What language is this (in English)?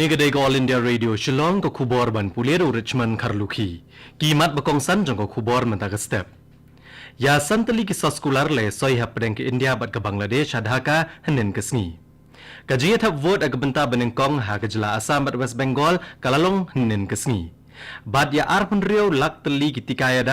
Khasi